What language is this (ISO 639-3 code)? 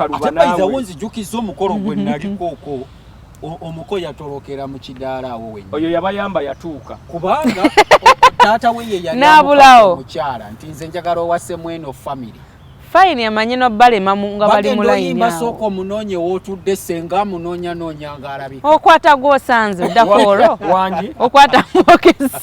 lug